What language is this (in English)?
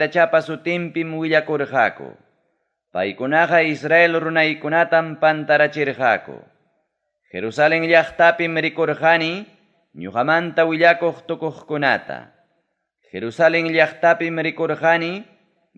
Ayacucho Quechua